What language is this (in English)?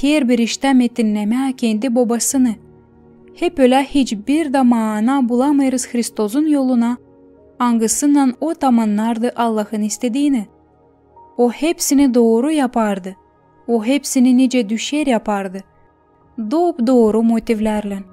Gagauz